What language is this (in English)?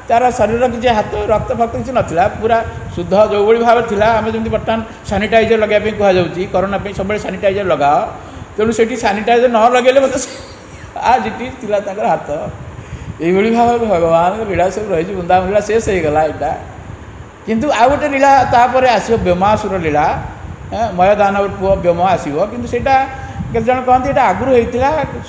Odia